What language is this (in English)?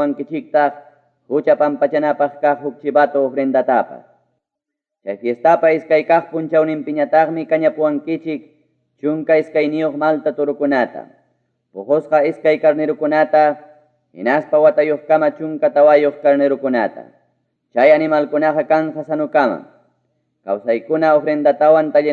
Ayacucho Quechua